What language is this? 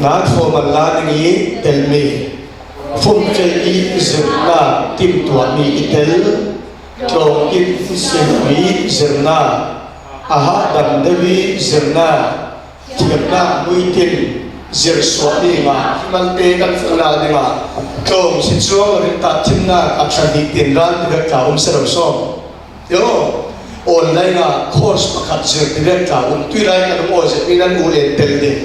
Falam Chin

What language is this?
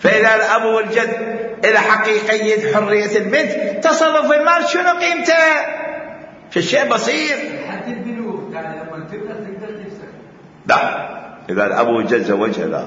Mesopotamian Arabic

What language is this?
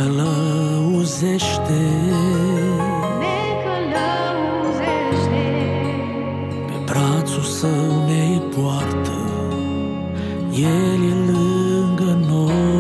Romanian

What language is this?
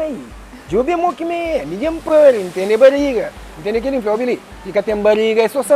Kabuverdianu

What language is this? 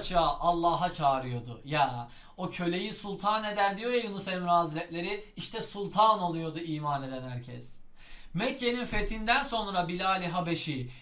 Turkish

